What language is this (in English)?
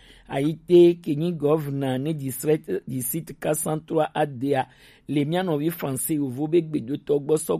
Gen